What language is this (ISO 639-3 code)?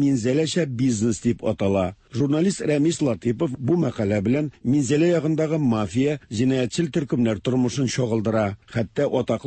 tat